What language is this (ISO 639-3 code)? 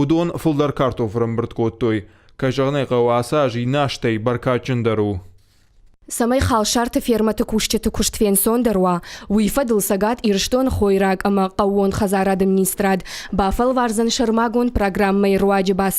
oss